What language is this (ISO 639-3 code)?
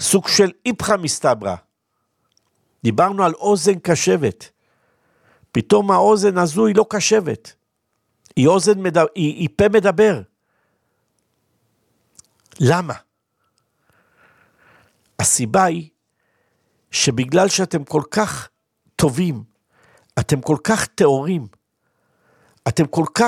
heb